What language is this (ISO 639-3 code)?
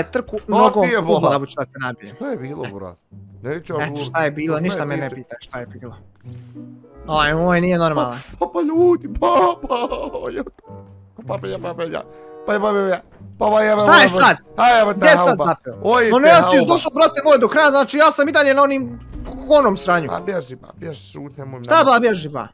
bos